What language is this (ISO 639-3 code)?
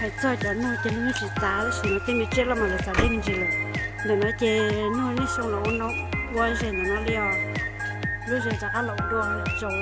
hmn